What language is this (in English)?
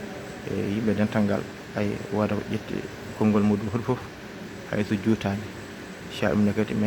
Fula